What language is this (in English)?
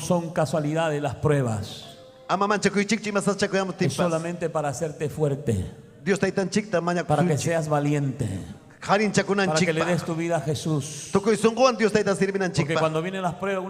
Ayacucho Quechua